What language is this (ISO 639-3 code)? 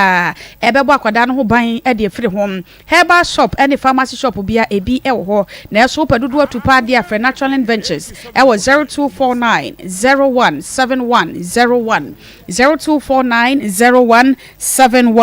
aka